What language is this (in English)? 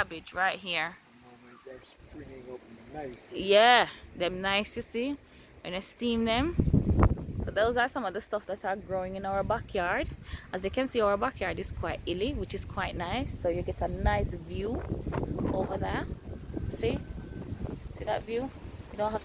Jamaican Creole English